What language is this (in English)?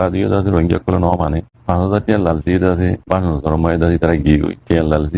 Rohingya